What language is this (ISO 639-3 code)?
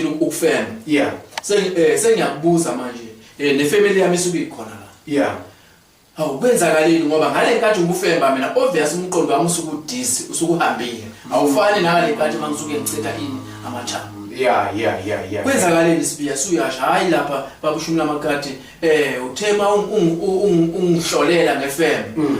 zul